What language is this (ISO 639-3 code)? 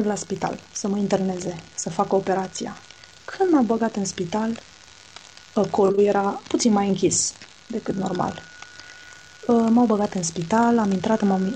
ron